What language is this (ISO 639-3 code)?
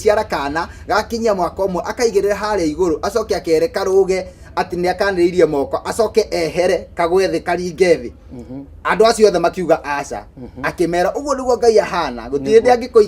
kik